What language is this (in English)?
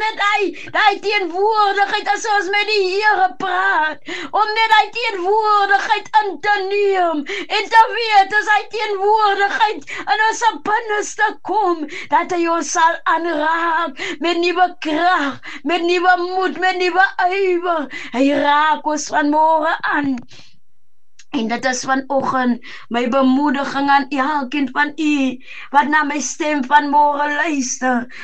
Afrikaans